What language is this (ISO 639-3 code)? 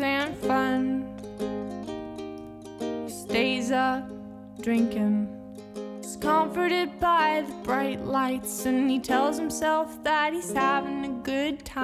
eng